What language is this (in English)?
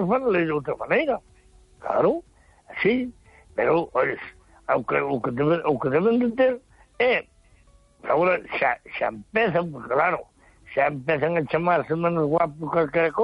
Galician